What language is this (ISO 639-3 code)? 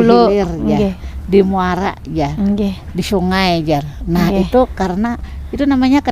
bjn